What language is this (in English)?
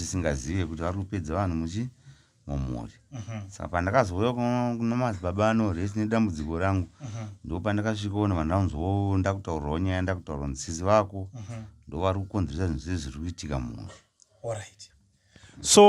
Shona